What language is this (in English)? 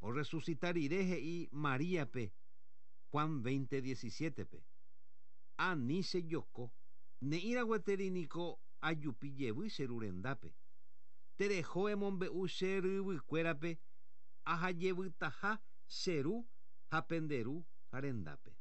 Guarani